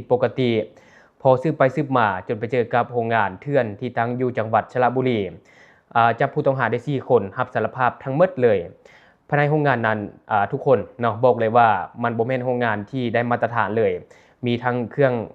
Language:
Lao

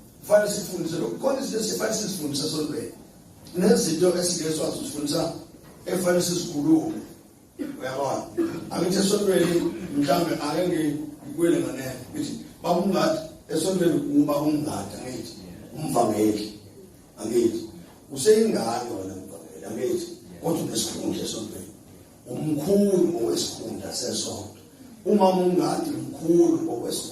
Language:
Zulu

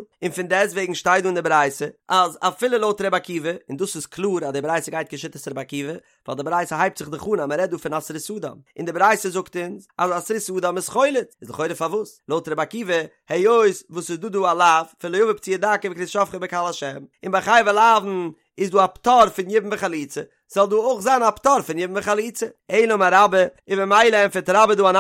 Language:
Yiddish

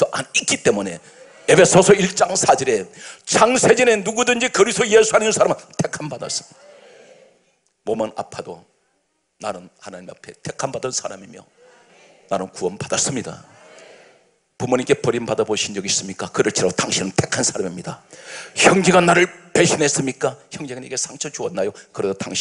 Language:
Korean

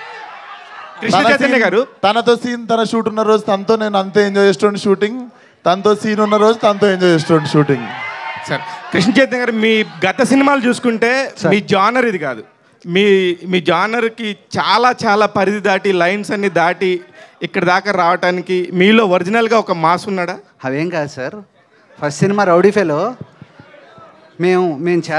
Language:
Telugu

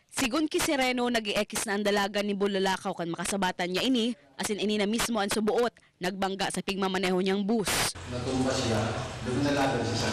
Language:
Bikol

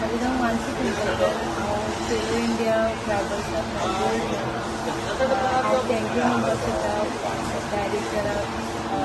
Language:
Konkani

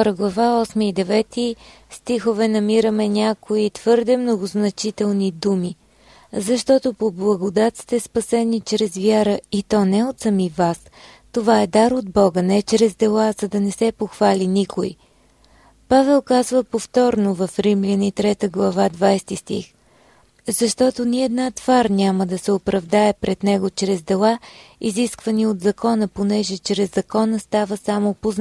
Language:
Bulgarian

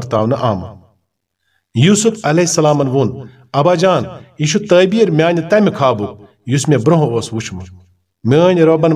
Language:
Kashmiri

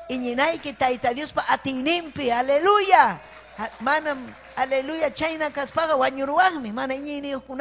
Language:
Ayacucho Quechua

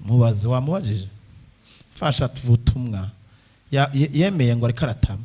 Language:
Rundi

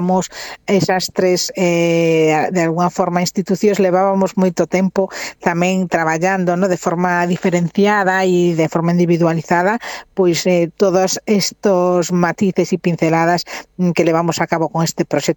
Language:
Galician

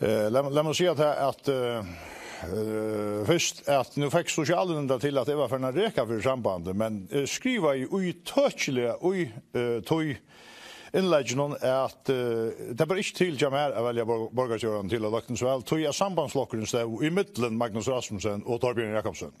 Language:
Faroese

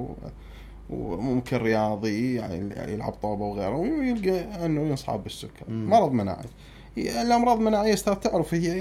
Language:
Mesopotamian Arabic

